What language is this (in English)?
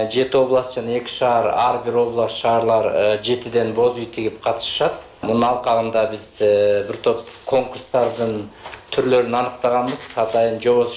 Kyrgyz